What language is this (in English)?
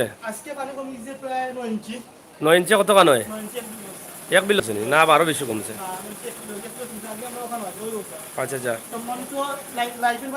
Sylheti